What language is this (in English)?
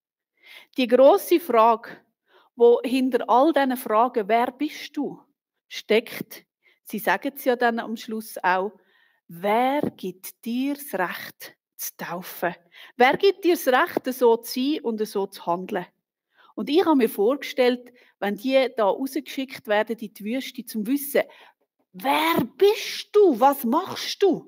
Swiss German